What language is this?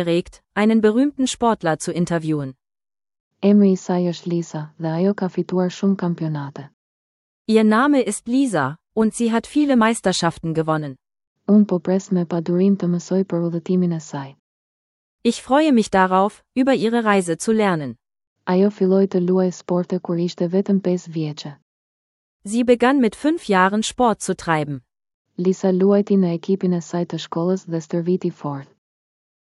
Albanian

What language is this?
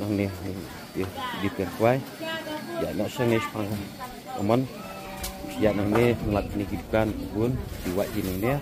Khasi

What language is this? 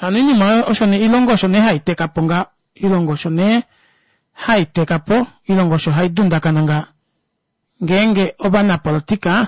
Kuanyama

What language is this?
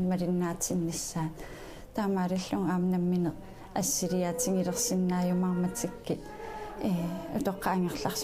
Kalaallisut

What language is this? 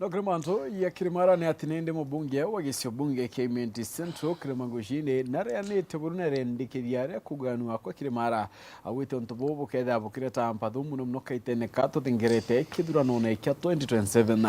Meru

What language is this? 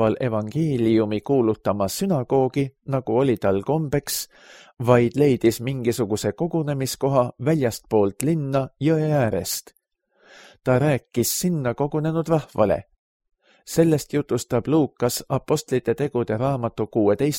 Estonian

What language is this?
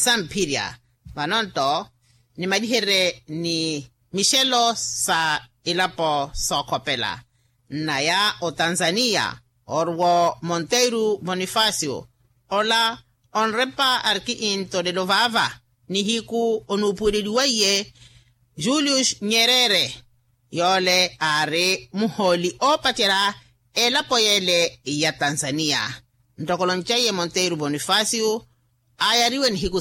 Makhuwa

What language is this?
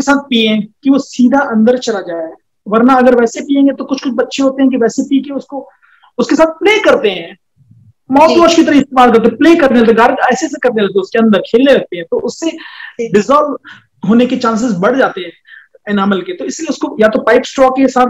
Hindi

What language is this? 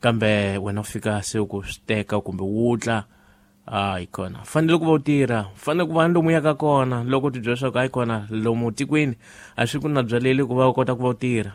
Tsonga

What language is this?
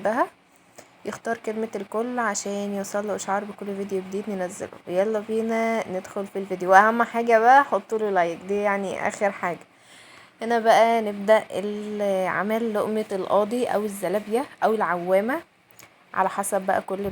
Egyptian Arabic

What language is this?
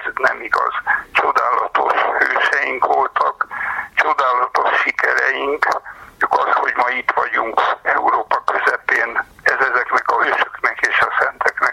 Hungarian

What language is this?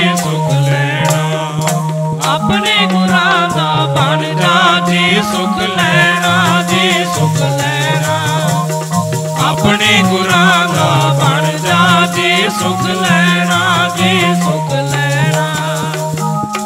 Punjabi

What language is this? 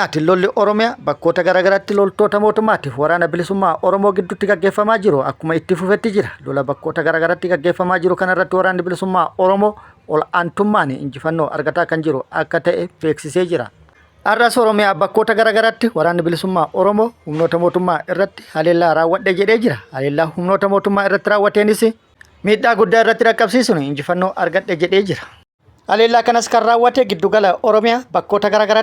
Oromo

